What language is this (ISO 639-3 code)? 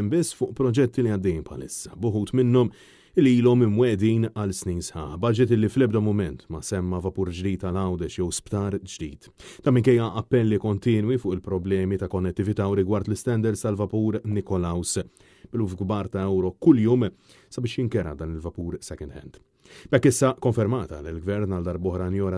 mlt